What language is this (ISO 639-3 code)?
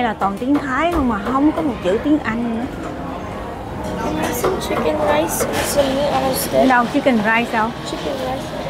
vie